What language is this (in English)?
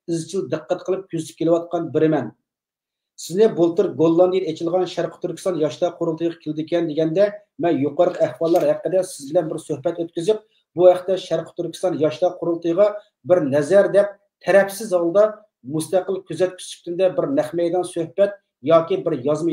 Uyghur